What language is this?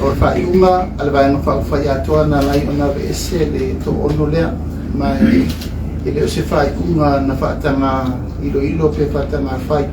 Samoan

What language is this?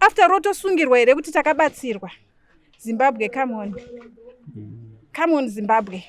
Shona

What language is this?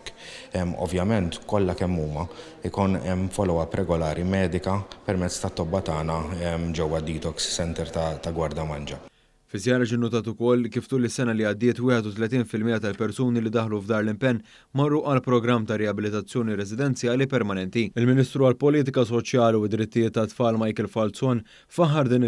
Maltese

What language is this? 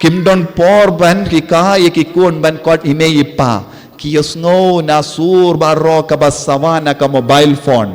Khasi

